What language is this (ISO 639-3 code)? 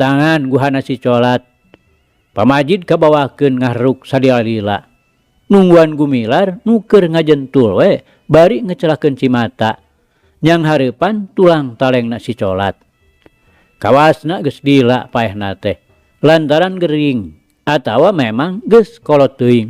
sun